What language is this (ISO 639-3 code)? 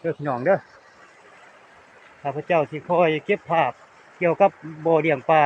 lao